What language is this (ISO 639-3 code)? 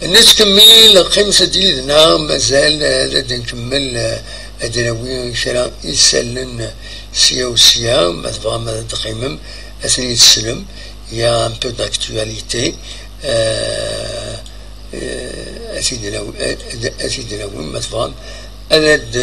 kab